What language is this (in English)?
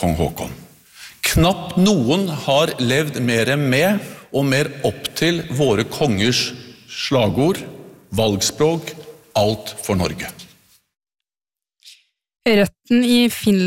Norwegian